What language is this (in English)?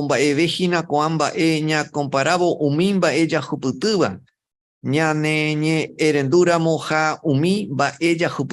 Guarani